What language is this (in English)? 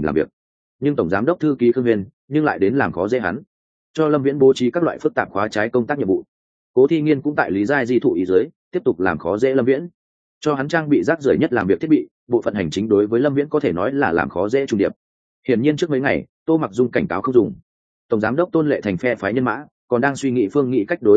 Vietnamese